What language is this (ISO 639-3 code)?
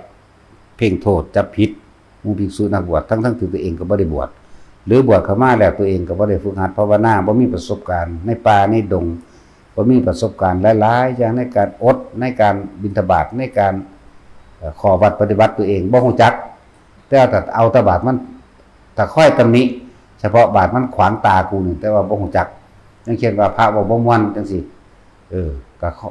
tts